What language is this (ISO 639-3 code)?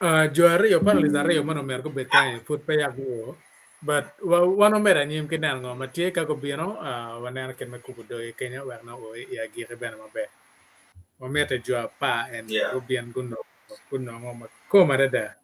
ach